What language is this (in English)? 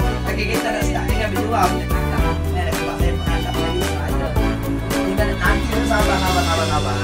Malay